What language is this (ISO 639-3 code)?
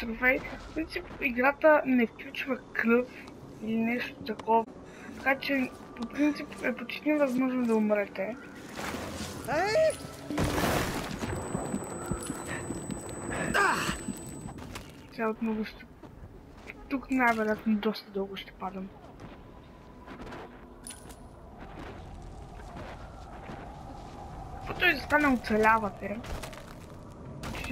bul